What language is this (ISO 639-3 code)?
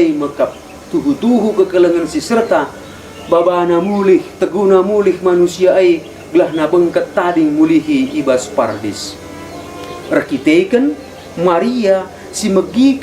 btx